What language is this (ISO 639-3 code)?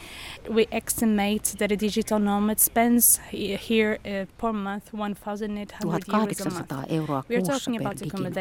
fin